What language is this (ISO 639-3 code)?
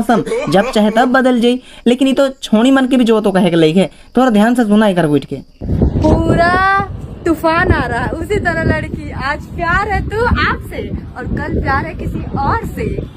sck